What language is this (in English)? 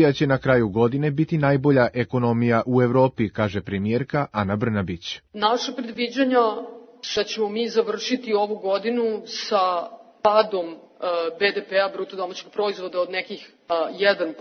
Serbian